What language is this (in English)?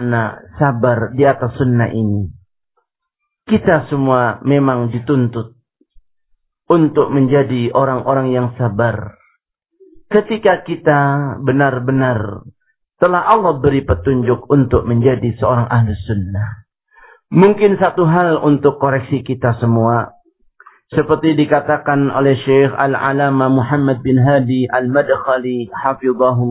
Indonesian